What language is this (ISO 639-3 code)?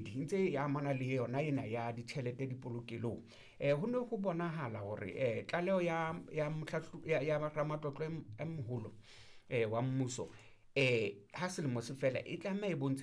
sot